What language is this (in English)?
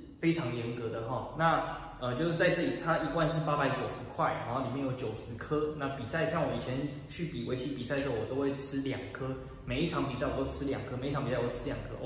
Chinese